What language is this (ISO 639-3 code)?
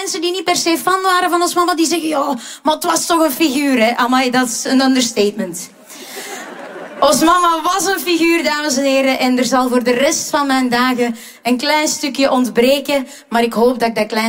nld